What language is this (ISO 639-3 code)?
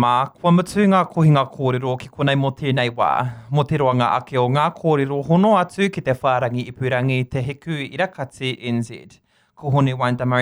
mri